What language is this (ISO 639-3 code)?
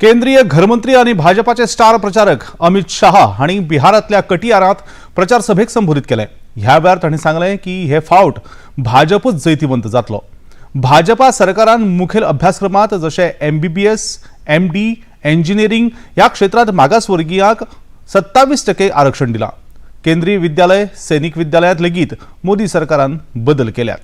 kok